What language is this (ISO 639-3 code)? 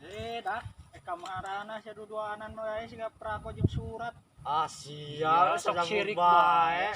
sun